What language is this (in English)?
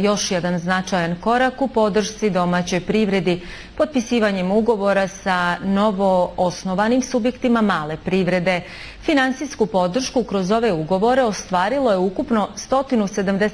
Bosnian